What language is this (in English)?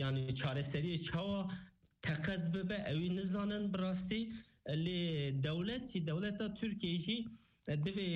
Kurdish